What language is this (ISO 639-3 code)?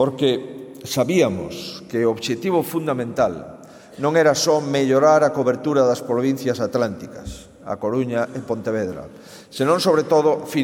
glg